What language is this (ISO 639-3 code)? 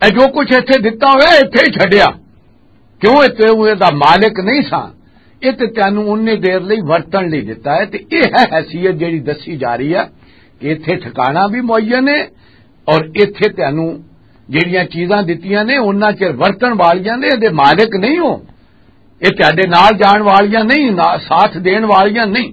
lah